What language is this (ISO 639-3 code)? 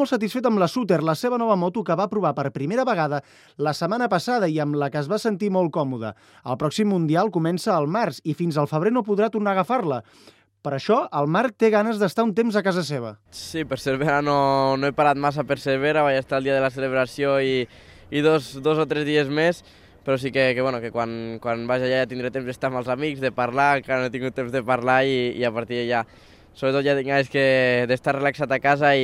cat